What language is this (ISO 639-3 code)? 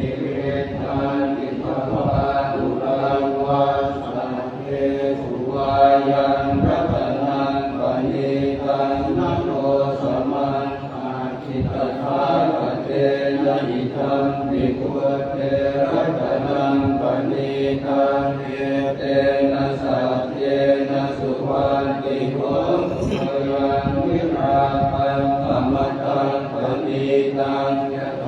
pli